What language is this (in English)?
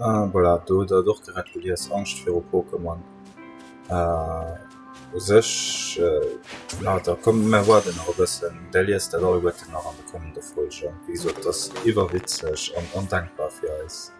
Luxembourgish